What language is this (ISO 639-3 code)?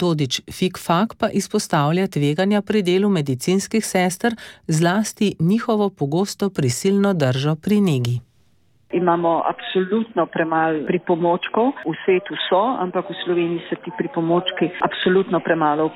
slv